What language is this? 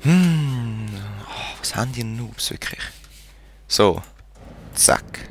Swiss German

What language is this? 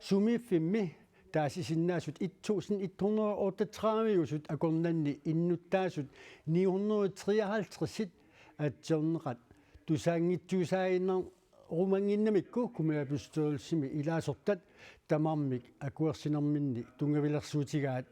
Kalaallisut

